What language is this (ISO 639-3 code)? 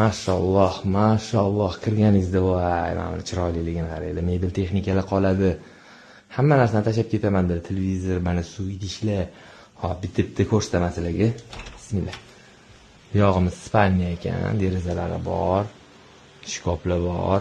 uzb